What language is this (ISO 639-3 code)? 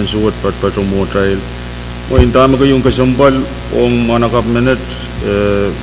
pon